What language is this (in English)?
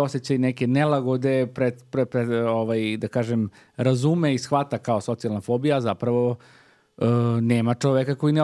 Serbian